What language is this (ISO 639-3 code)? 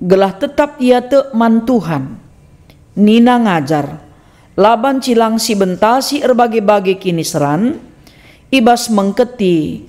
btx